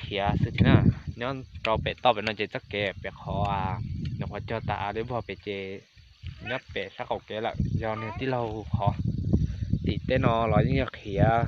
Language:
Hmong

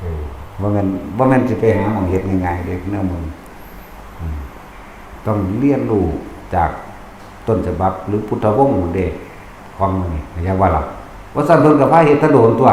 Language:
Northeastern Thai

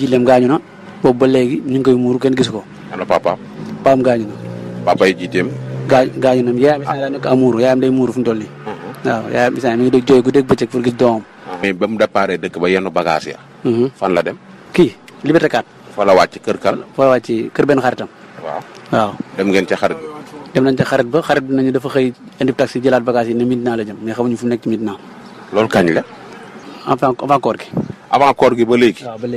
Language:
Wolof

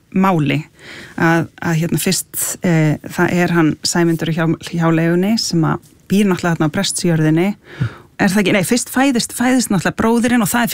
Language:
Icelandic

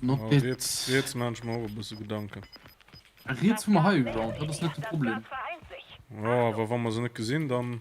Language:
Luxembourgish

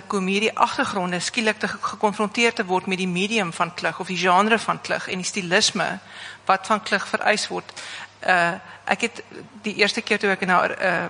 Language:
Afrikaans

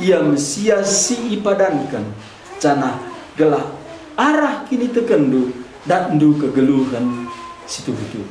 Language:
Batak Karo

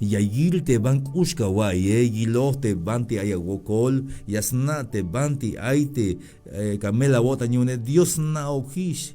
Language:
Tzeltal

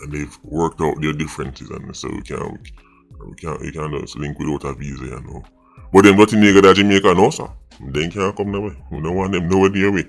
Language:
Jamaican Creole English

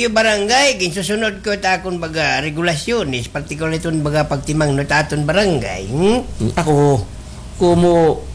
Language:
Waray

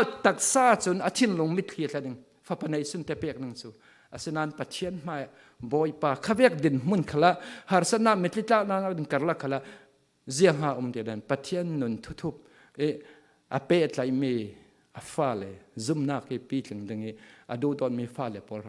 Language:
Falam Chin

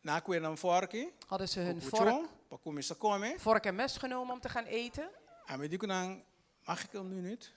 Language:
Papiamento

